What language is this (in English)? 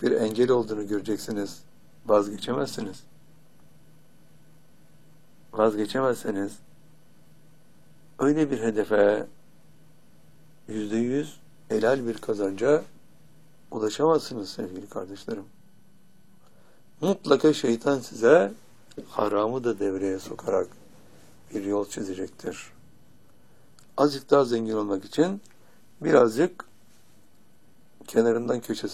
Turkish